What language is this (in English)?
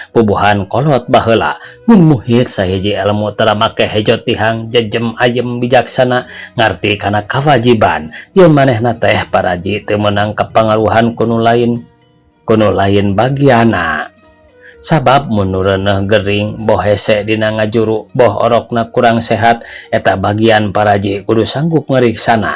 Sundanese